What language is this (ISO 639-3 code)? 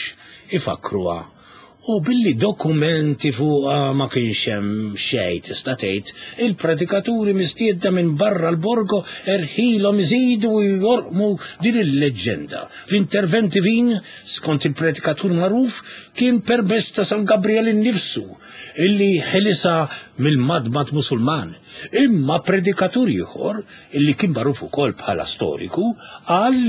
mlt